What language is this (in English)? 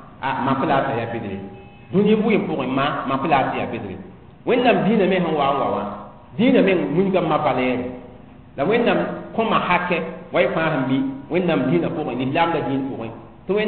Mossi